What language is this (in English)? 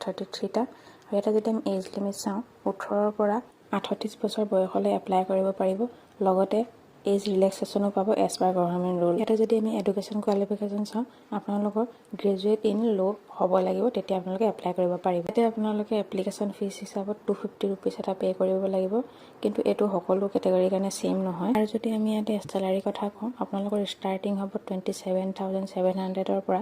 Assamese